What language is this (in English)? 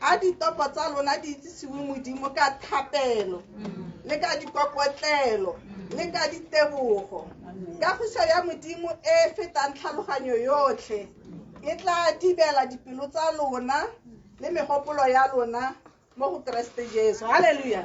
Tswana